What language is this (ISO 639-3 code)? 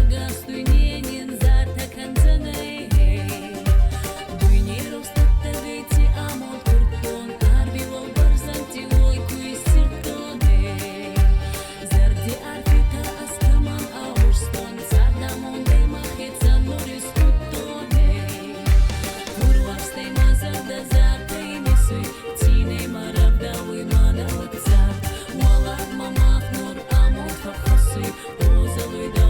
oss